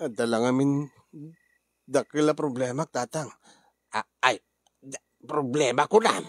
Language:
Iloko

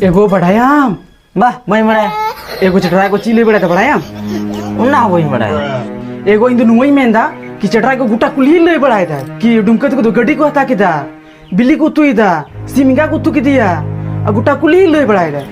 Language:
Santali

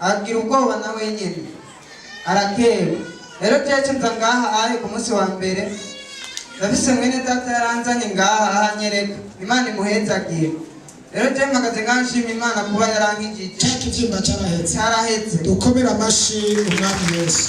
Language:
Rundi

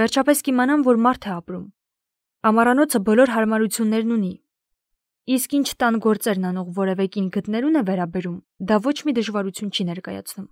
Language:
Armenian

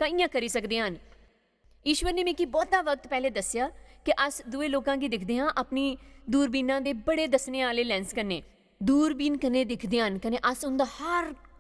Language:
Dogri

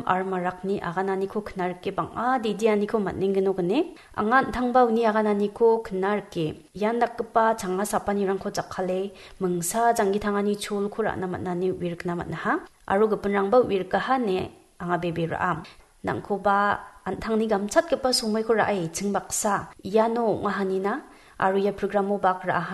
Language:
Garo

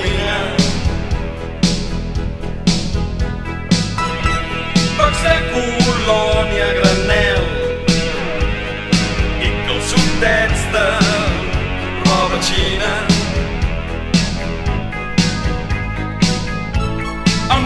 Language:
Catalan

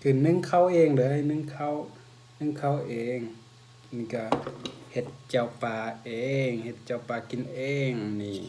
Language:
Lao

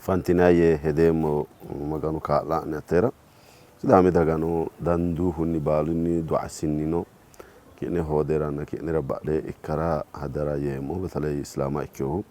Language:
Sidamo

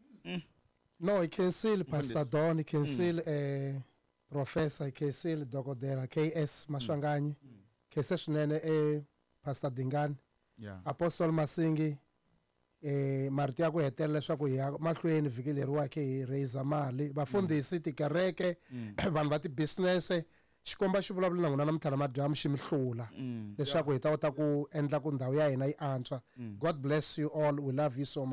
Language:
Tsonga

